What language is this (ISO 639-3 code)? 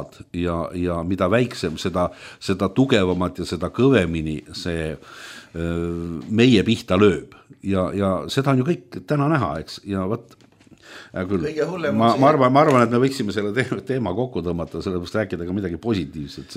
est